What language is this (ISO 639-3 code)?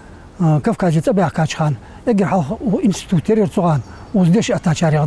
inh